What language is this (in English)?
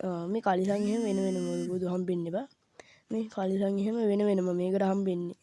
Sinhala